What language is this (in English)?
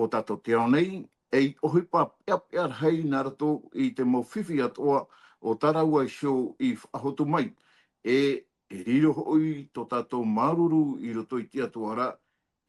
Tahitian